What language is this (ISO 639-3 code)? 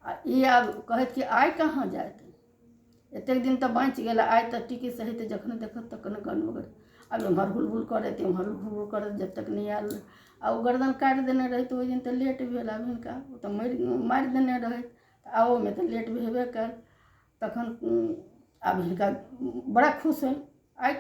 mai